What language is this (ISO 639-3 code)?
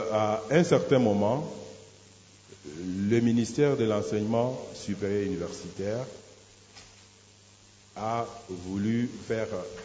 fra